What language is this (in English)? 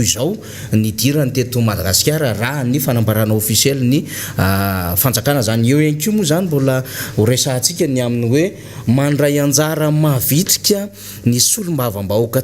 Malagasy